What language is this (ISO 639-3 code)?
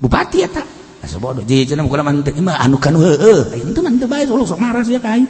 sun